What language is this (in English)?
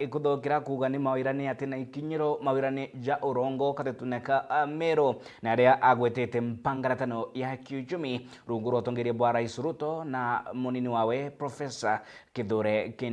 Meru